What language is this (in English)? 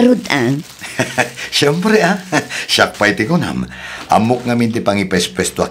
Iloko